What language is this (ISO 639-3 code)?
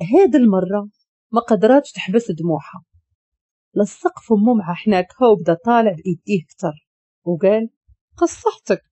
ary